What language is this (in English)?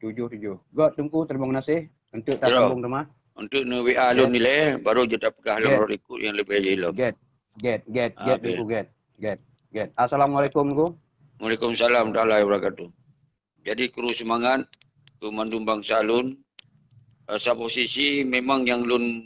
Achinese